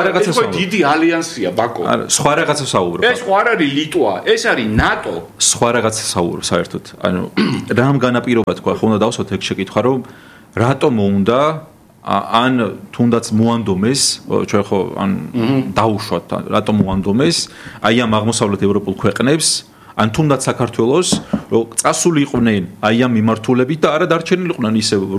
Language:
Georgian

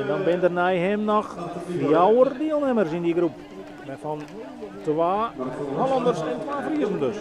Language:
Western Frisian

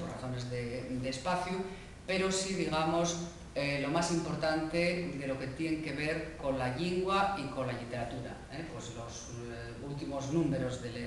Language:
Asturian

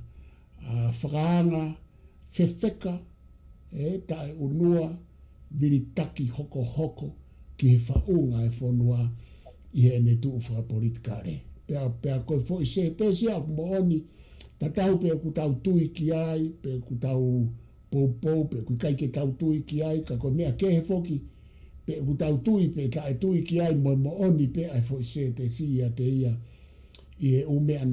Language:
Tongan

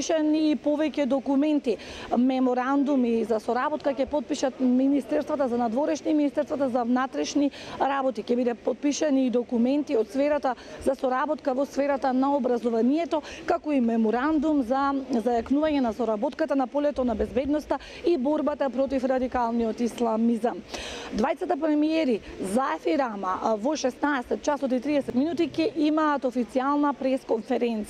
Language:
Macedonian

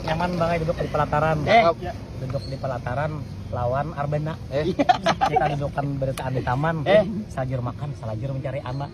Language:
Banjar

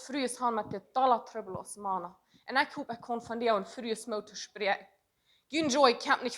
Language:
Plautdietsch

